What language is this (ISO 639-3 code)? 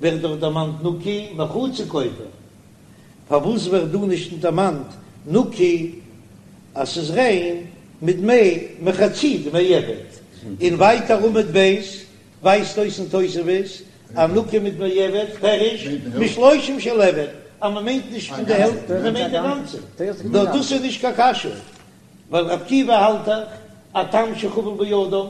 yid